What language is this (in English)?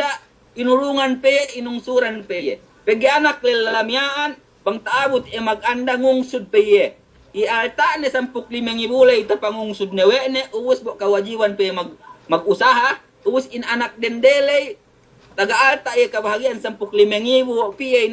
Yakan